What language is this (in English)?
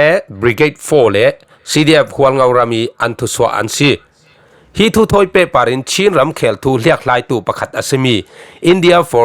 Falam Chin